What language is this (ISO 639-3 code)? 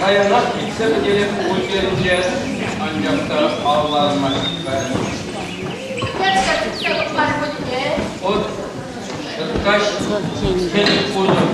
chv